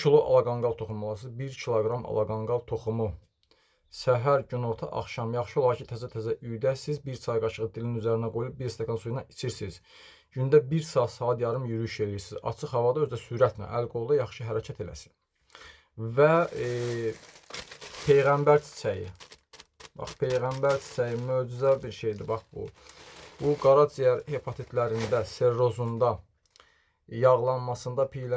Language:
Azerbaijani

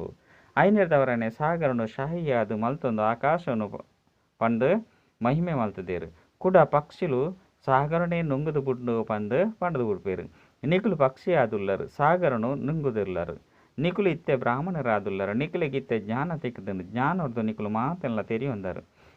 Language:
Tulu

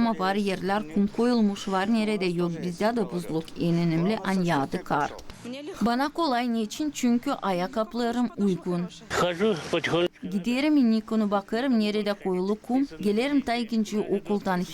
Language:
Gagauz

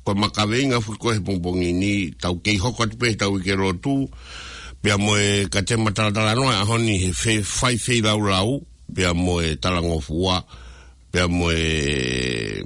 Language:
Tongan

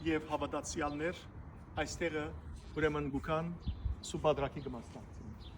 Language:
Western Armenian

